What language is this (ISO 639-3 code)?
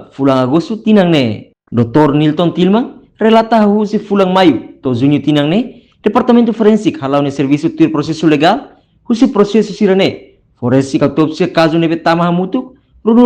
tet